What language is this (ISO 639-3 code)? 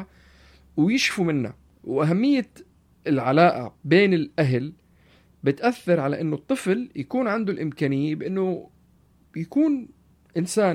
apc